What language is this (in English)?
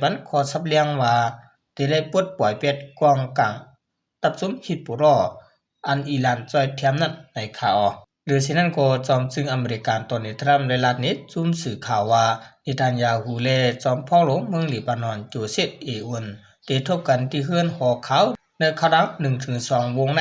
Shan